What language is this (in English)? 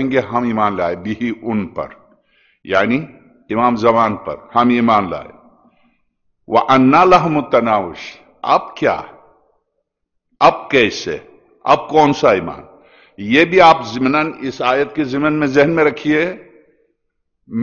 Urdu